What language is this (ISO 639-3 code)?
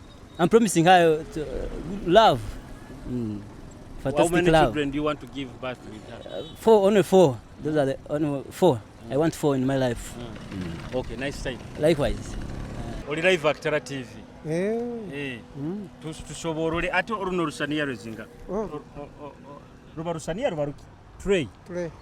nyo